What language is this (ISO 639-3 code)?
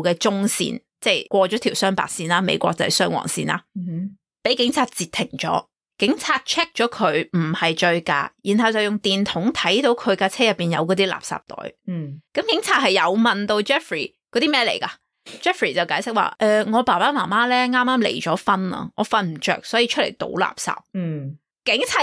yue